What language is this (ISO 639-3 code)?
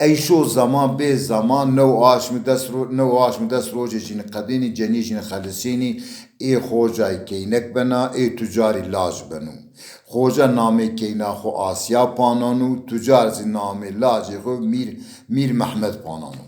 zza